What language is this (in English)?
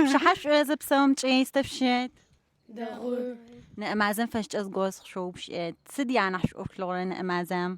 Adyghe